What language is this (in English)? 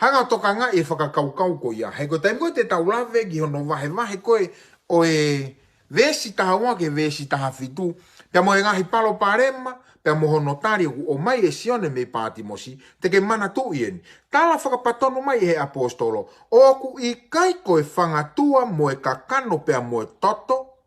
Tongan